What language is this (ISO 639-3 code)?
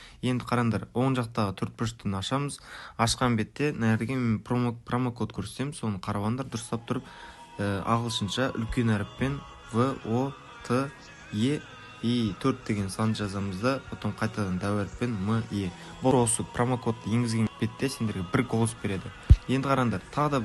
kaa